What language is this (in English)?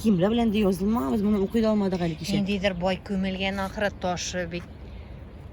Tatar